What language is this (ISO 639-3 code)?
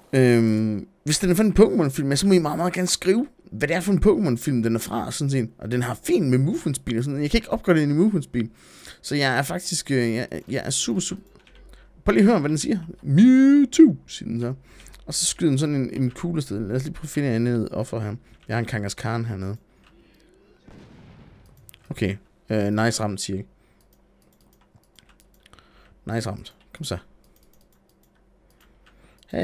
dan